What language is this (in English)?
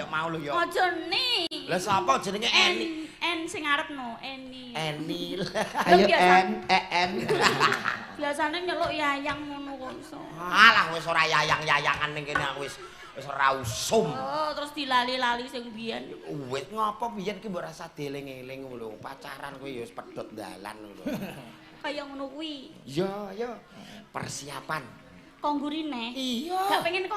Javanese